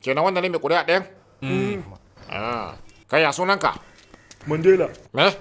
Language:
Hausa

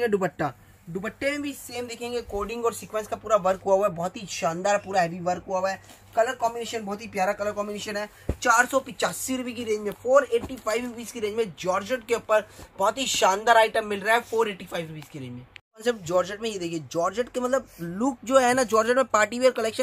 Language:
Hindi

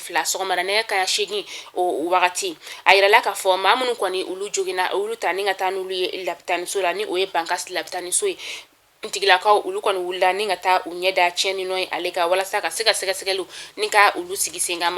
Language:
Bambara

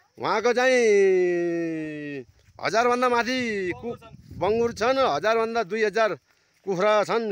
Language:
Nepali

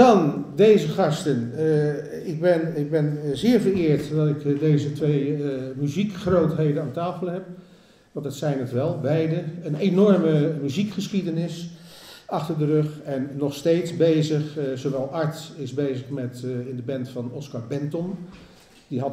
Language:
Dutch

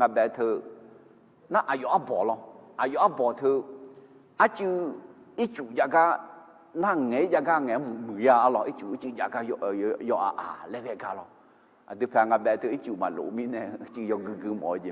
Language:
Akha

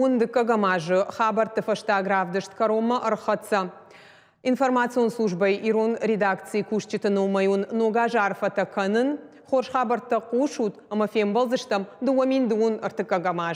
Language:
Ossetic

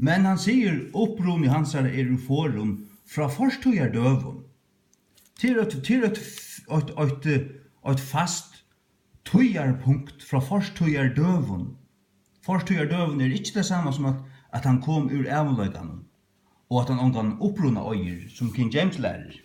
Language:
Faroese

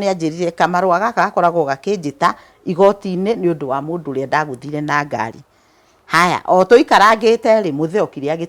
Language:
Kikuyu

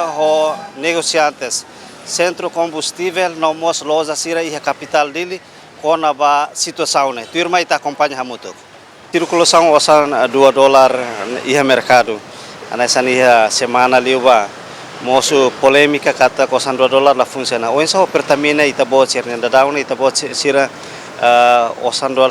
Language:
Tetum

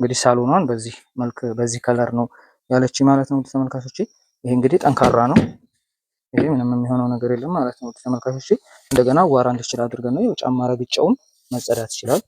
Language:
Amharic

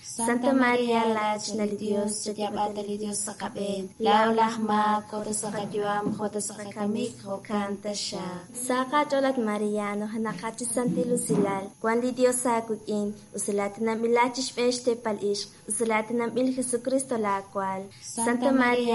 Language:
Kekchí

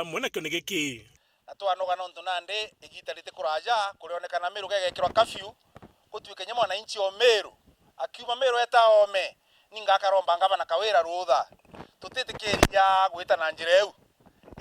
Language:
Meru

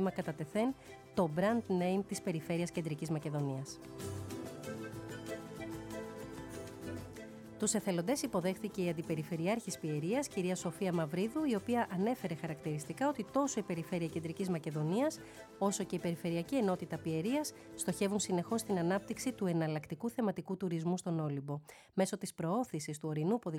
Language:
Greek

